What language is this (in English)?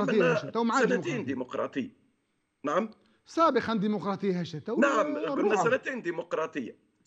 Tunisian Arabic